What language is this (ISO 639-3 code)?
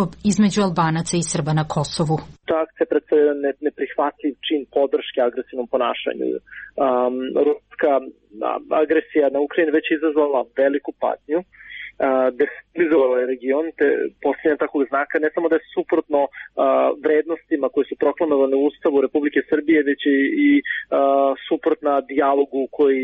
srp